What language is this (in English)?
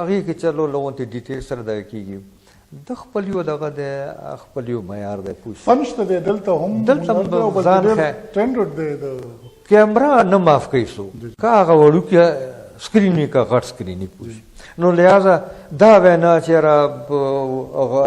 Pashto